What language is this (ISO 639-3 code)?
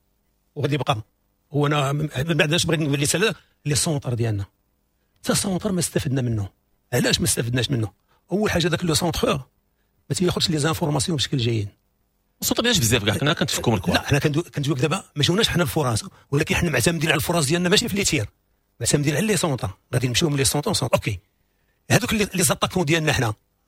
ary